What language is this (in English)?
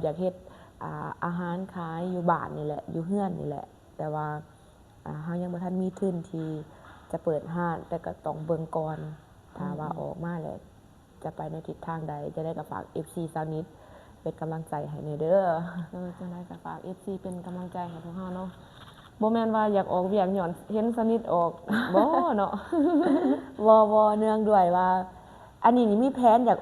Lao